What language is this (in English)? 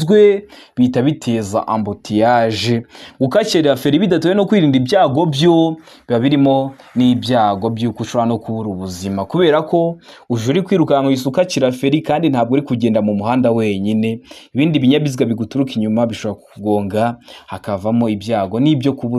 Kinyarwanda